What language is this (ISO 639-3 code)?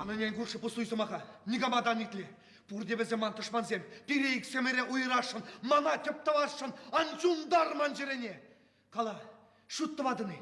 chv